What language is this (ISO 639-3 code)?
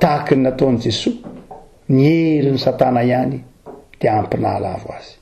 mlg